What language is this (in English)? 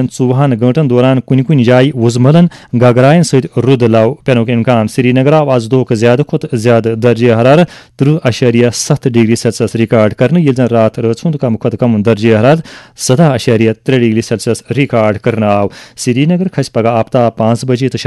Kashmiri